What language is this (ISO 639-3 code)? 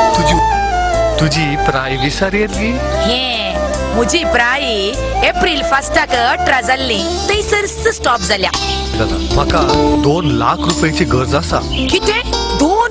kok